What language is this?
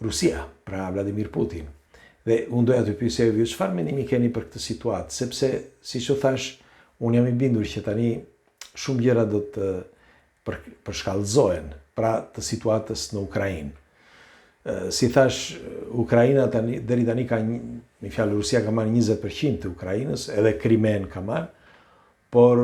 Albanian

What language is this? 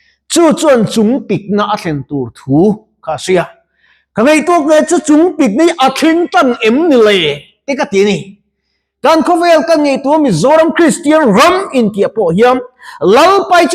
Mizo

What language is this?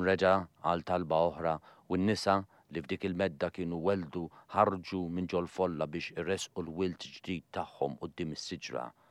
Maltese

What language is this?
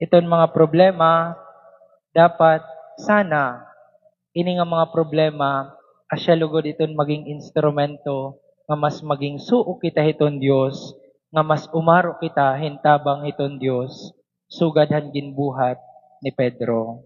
Waray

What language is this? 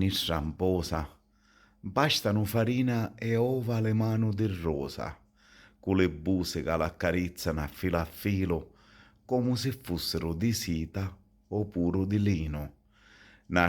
Sicilian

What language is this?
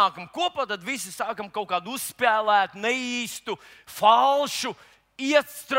Latvian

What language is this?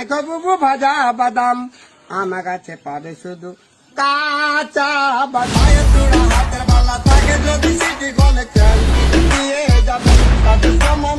Bangla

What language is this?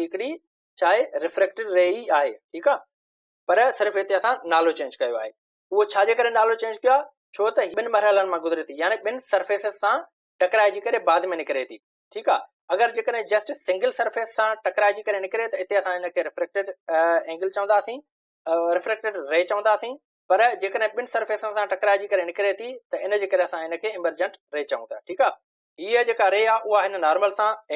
Sindhi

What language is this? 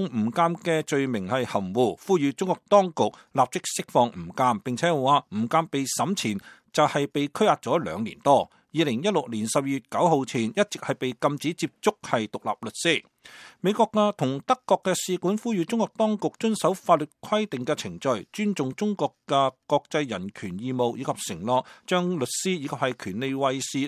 Cantonese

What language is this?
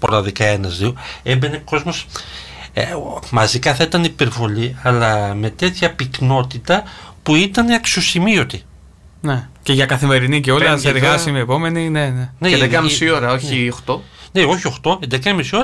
Greek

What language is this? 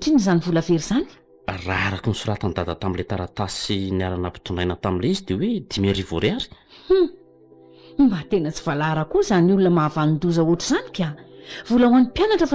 Malagasy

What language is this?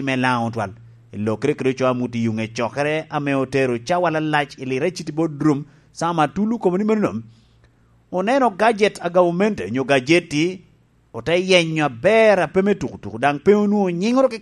Lango (Uganda)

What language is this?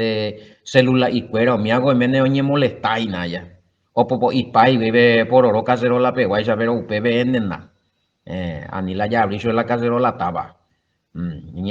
Guarani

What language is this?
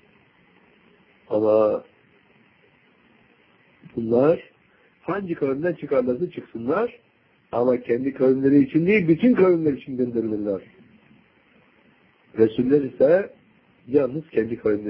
Turkish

